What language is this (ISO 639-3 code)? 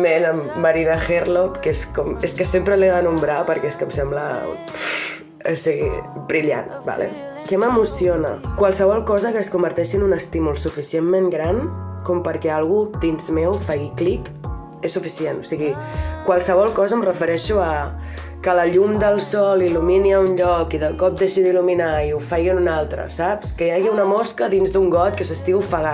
cat